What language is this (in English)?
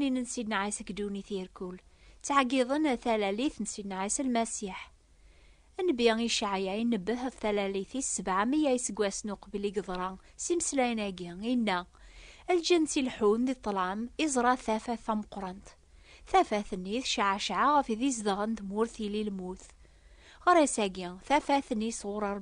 Kabyle